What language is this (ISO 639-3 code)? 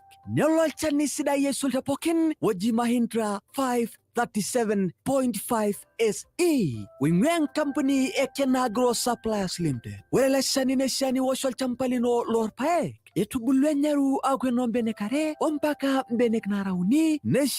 mas